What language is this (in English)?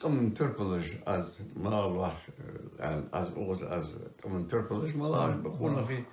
Ingush